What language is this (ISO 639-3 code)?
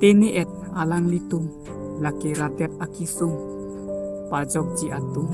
mjw